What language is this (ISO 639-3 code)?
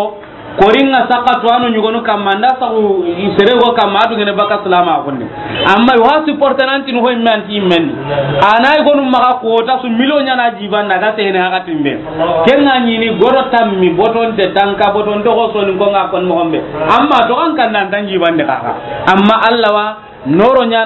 snk